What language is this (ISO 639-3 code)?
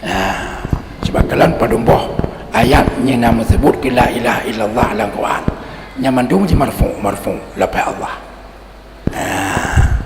ace